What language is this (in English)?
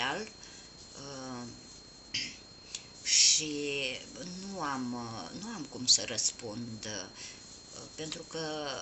Romanian